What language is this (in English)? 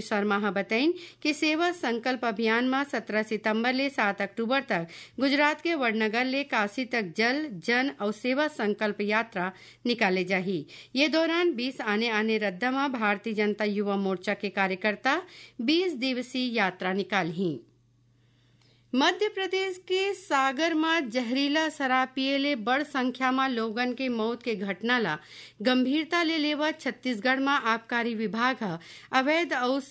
Chhattisgarhi